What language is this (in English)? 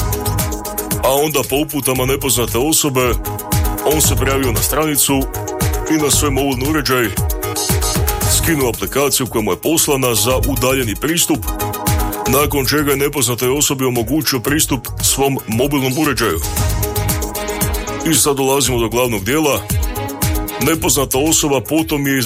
Croatian